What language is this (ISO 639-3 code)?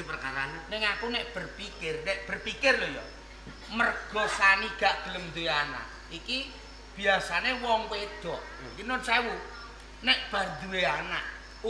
jav